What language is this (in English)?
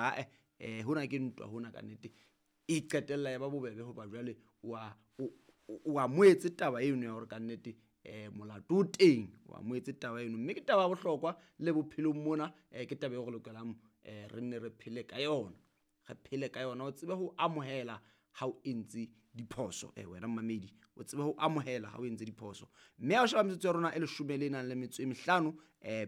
Southern Sotho